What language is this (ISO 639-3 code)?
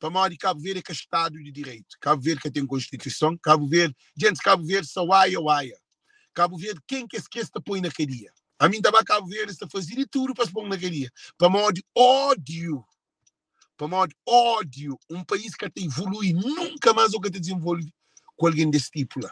kea